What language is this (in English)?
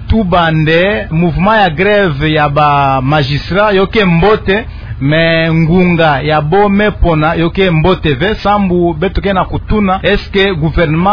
Kituba (Democratic Republic of Congo)